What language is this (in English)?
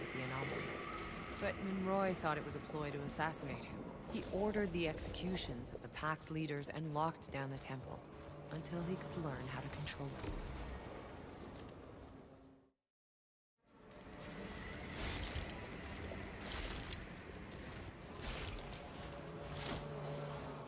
English